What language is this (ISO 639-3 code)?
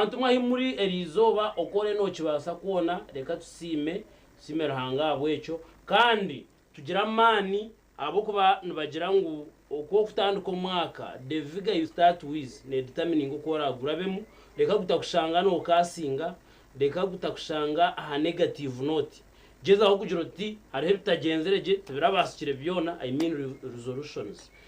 nyn